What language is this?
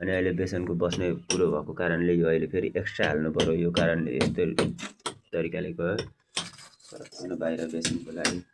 Nepali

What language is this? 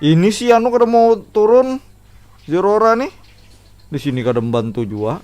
Banjar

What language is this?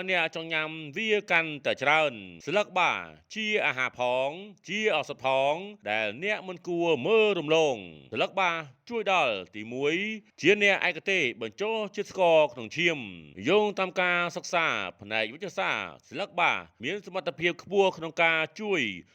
Khmer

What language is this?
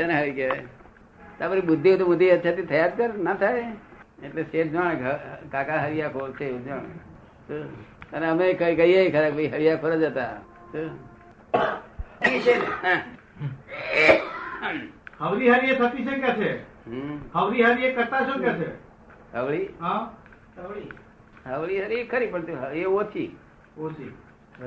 Gujarati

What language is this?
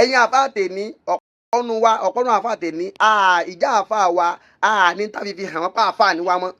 Yoruba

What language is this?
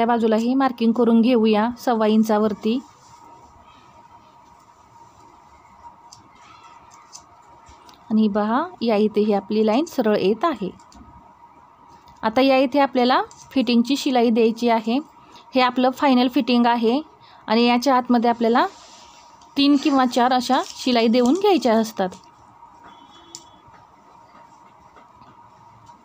Marathi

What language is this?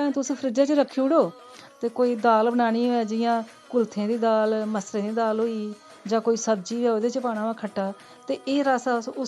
Dogri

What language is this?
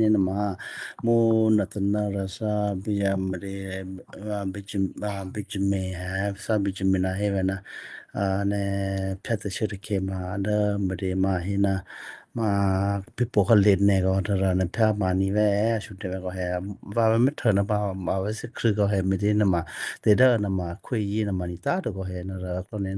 Western Kayah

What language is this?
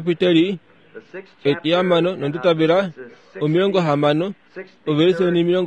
Kuanyama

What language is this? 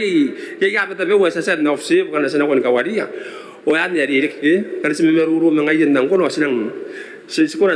Gilbertese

